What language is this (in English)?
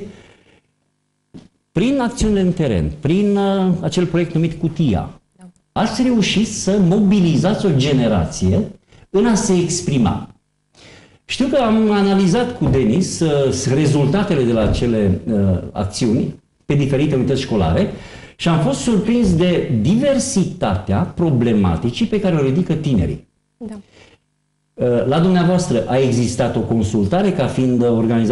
Romanian